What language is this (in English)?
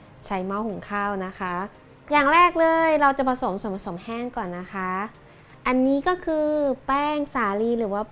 Thai